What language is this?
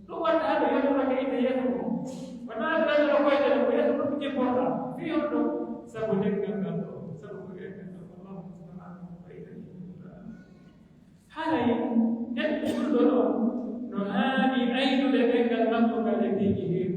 Pular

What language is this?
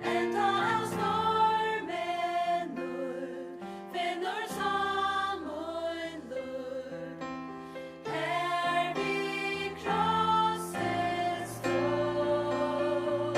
Faroese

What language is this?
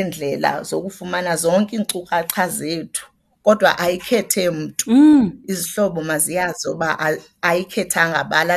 Xhosa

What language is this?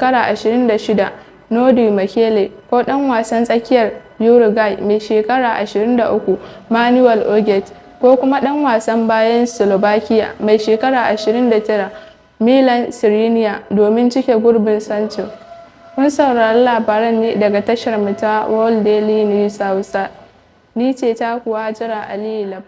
Hausa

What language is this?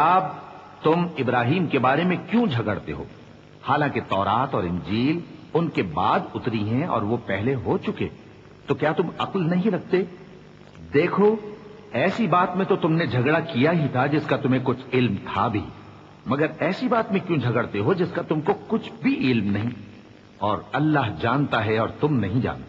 Urdu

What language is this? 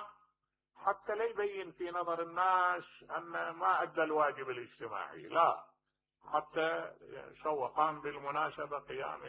Mesopotamian Arabic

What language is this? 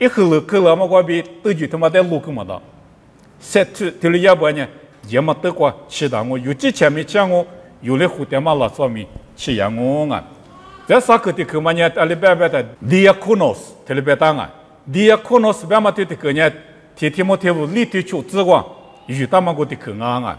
Lisu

